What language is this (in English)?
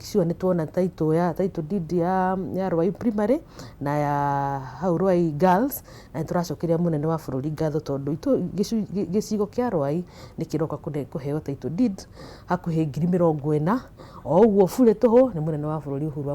Kikuyu